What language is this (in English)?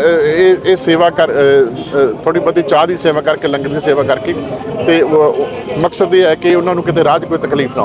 Punjabi